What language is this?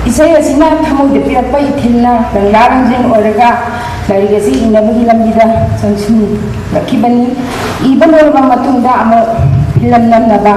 Manipuri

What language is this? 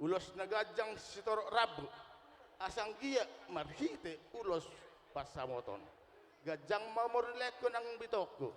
Batak Toba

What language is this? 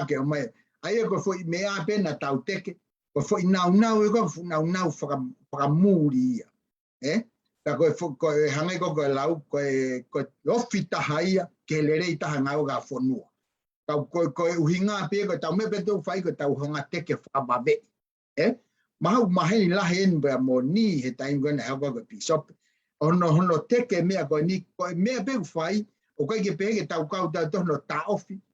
Tongan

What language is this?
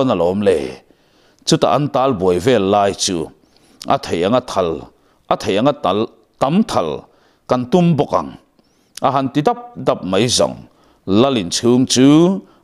Mizo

